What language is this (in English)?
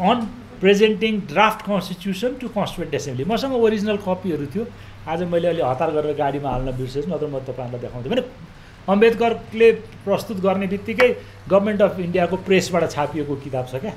Nepali